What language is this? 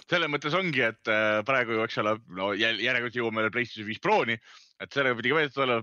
Estonian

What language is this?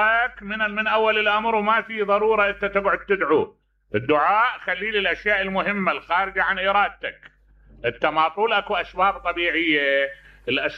Mesopotamian Arabic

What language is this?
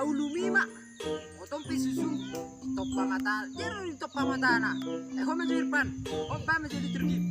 Batak Toba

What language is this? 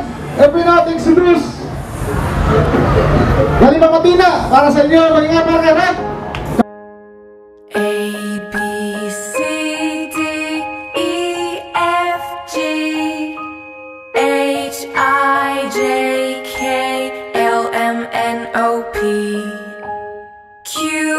Filipino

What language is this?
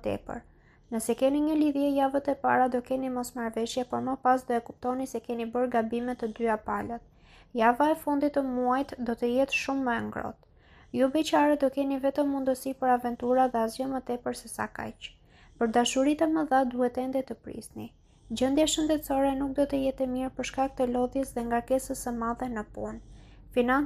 Albanian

